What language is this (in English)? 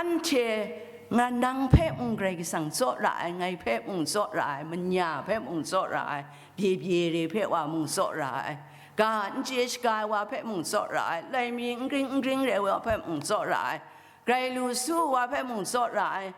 Kachin